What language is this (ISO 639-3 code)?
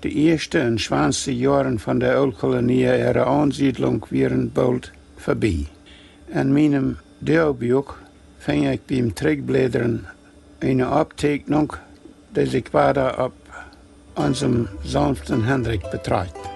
pdt